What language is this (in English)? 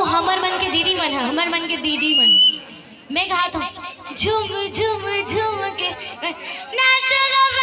Chhattisgarhi